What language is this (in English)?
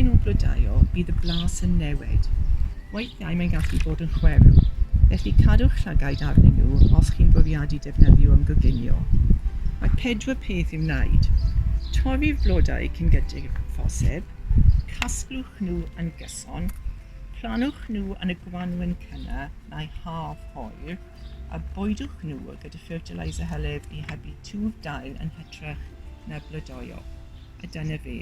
Welsh